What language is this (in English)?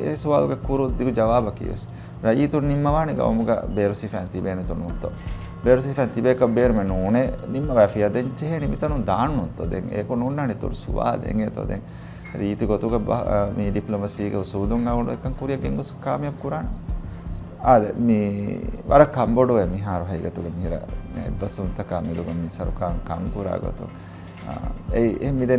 Divehi